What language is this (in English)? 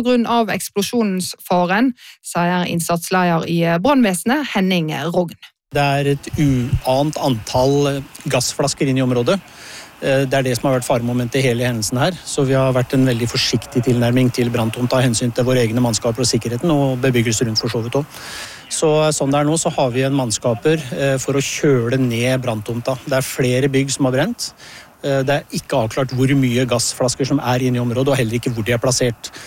Norwegian